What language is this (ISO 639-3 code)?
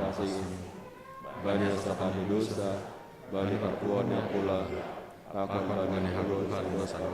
bts